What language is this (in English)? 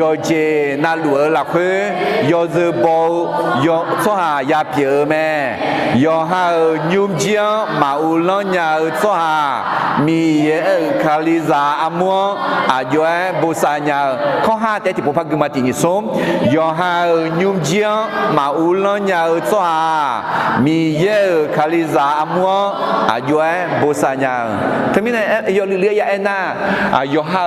Akha